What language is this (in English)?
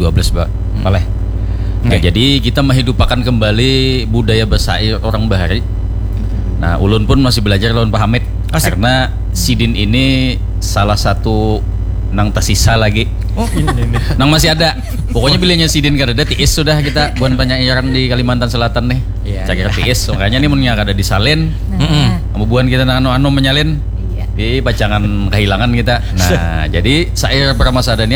Banjar